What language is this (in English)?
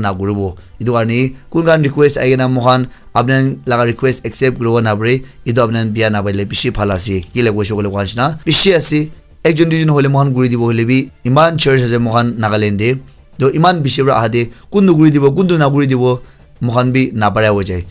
Naga Pidgin